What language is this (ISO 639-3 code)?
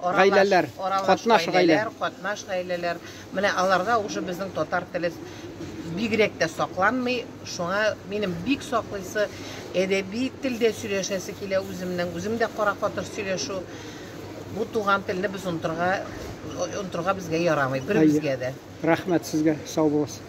tat